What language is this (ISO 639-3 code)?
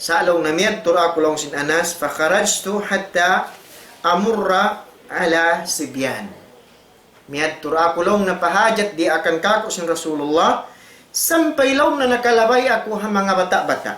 tsg